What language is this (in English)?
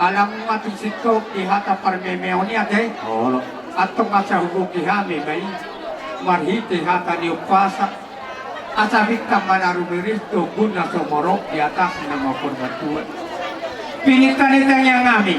Batak Toba